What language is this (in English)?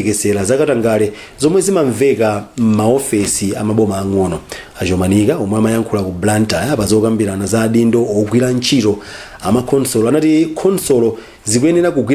Nyanja